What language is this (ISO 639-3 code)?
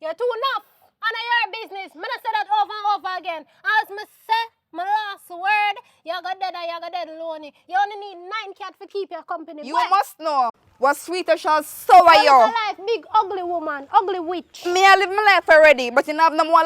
jam